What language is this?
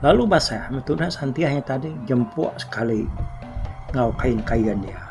Iban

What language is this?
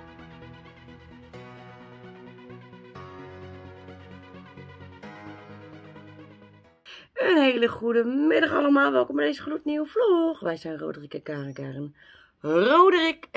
Dutch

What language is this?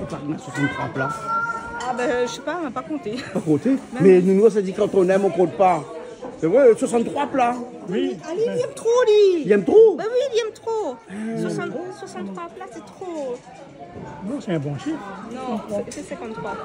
Réunion Creole French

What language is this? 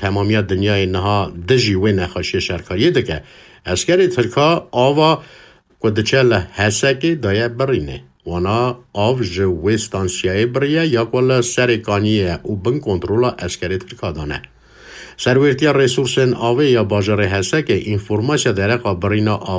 Kurdish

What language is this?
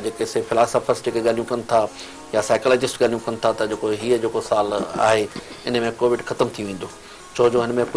Sindhi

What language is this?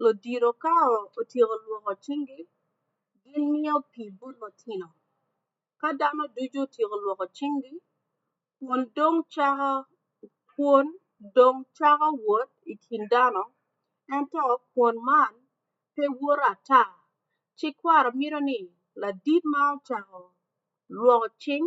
Acoli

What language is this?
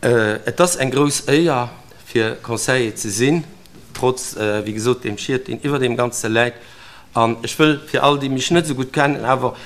Luxembourgish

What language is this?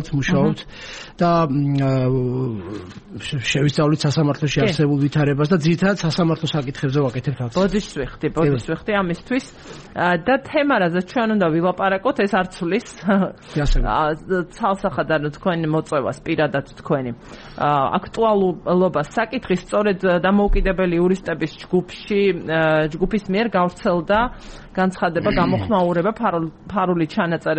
Georgian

